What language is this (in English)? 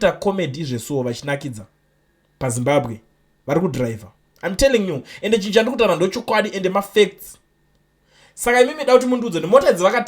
Shona